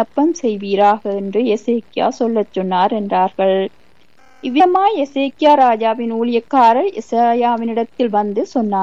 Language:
Tamil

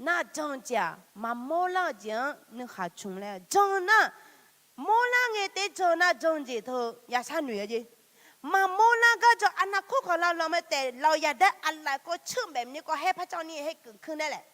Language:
Akha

